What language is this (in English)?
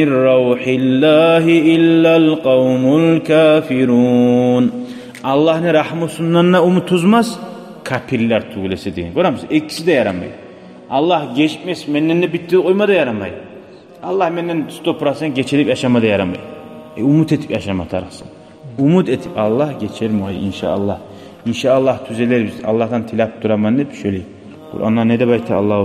Kumyk